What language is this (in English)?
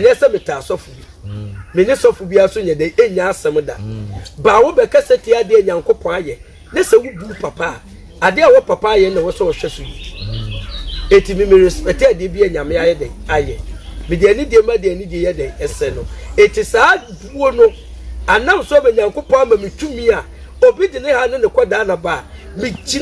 Akan